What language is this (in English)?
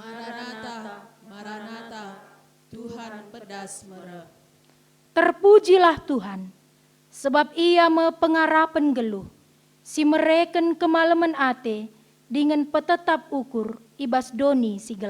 Batak Karo